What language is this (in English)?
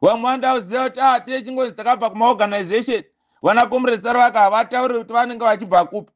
Shona